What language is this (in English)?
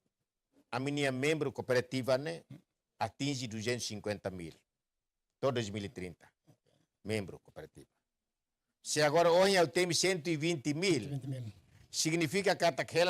Tetum